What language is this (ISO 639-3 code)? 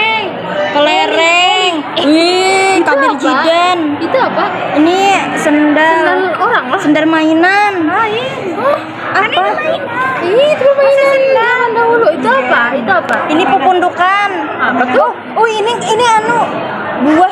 bjn